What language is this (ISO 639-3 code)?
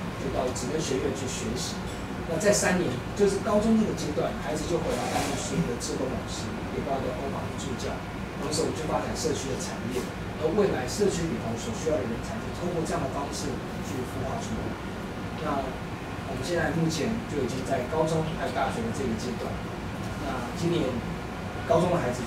zho